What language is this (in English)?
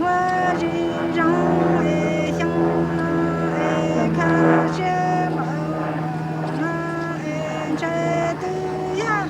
Hmong